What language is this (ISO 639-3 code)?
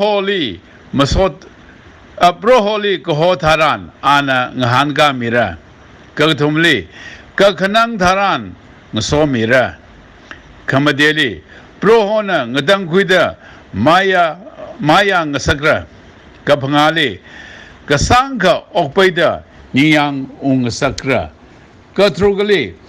nmf